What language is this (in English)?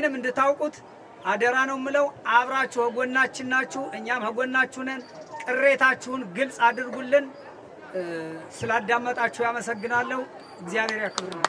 Amharic